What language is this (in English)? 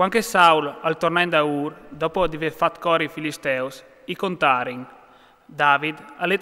Friulian